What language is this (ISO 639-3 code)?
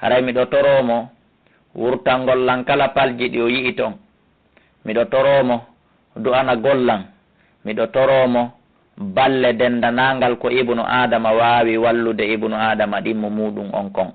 ful